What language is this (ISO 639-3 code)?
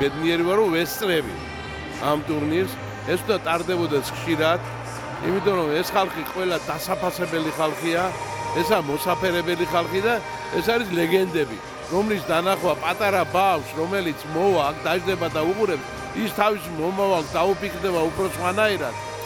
kat